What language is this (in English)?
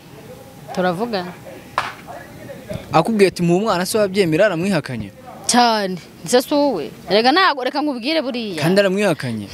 Kinyarwanda